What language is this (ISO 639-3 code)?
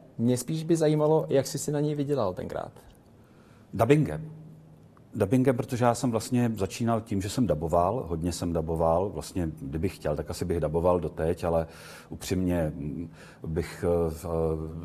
ces